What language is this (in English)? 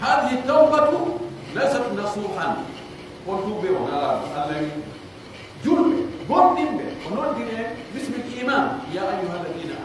Pular